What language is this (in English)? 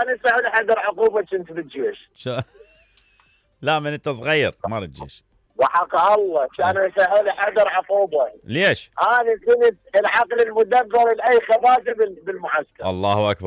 Mesopotamian Arabic